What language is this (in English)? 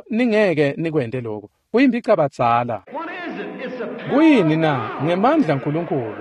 Swati